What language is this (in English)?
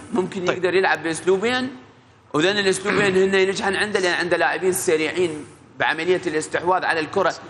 Mesopotamian Arabic